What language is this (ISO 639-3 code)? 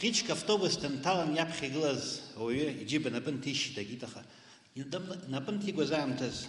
abk